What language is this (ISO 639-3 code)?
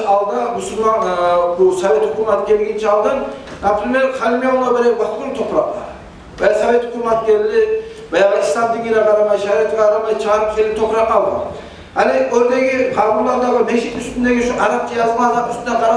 kum